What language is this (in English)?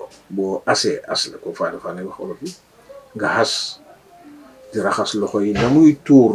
Wolof